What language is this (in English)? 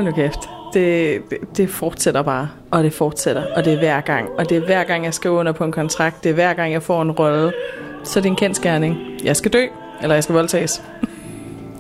Danish